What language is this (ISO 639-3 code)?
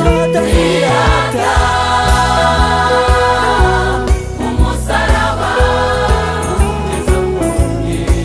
kin